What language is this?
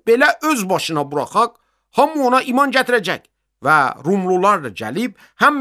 Azerbaijani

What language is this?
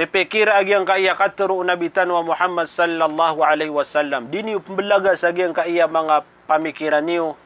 Maranao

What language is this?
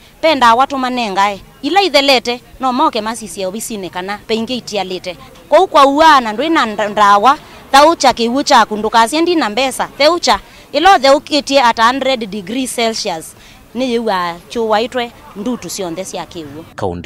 Kamba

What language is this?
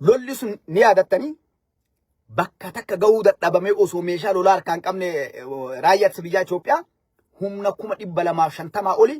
Oromo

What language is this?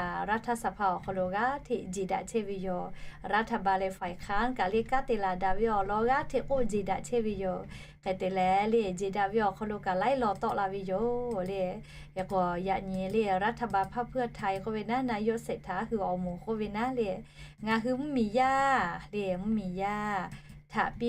Lahu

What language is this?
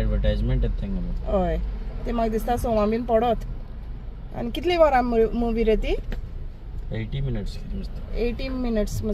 Konkani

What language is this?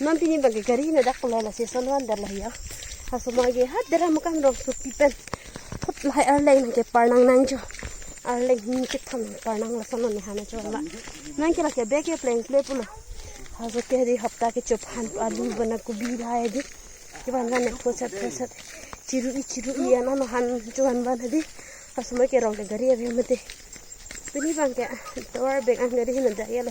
Karbi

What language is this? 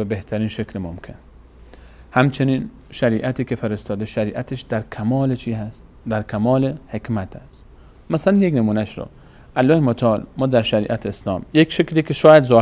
Persian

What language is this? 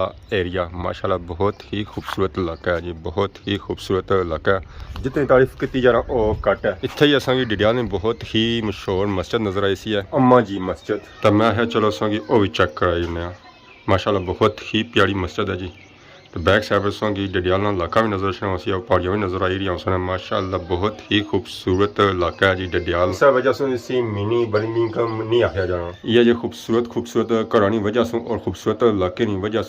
Pahari-Potwari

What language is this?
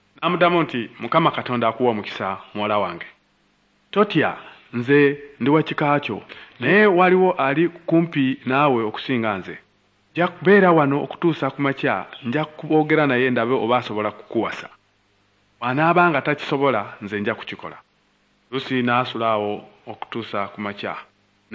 Ganda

